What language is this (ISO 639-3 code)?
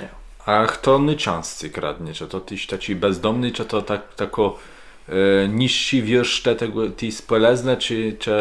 csb